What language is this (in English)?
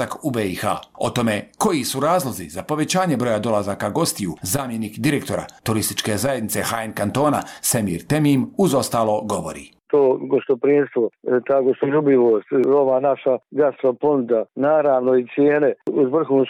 Bosnian